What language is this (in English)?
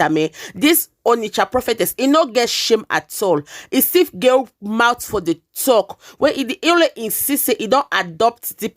Nigerian Pidgin